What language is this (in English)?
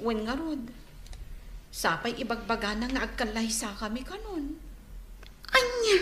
Iloko